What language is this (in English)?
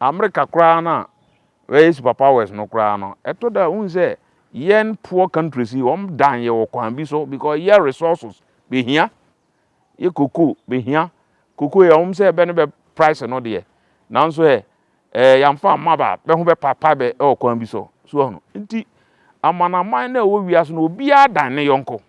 Akan